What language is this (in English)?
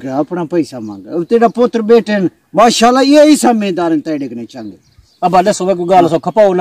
Saraiki